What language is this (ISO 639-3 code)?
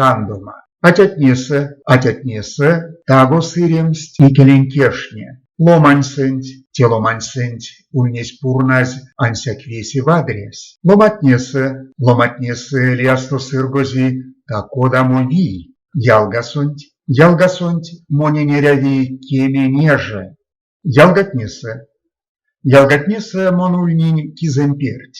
myv